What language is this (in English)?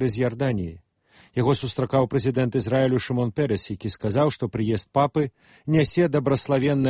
Belarusian